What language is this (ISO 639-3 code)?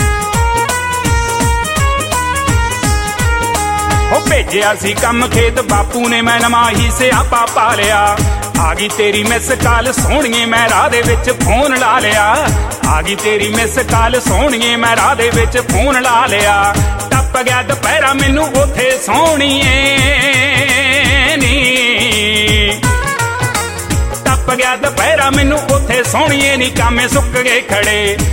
pan